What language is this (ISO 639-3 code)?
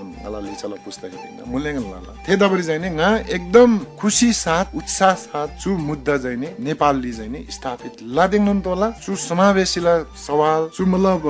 taj